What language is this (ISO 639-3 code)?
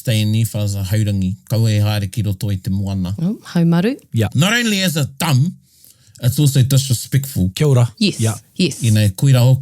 mri